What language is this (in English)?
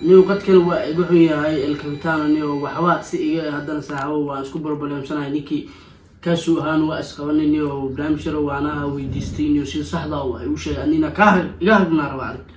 Somali